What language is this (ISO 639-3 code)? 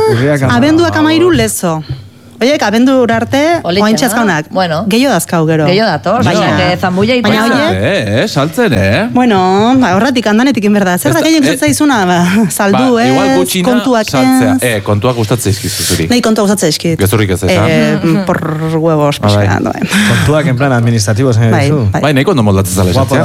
eus